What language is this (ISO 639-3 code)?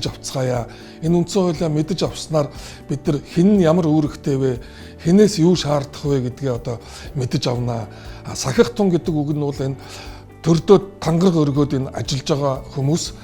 mon